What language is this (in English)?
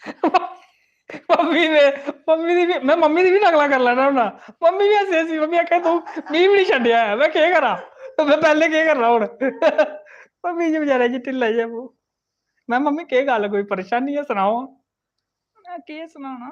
Dogri